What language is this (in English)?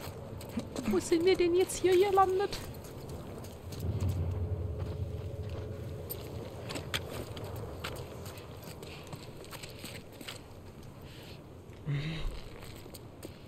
German